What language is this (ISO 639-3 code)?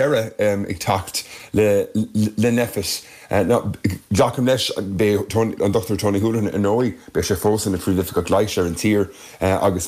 gle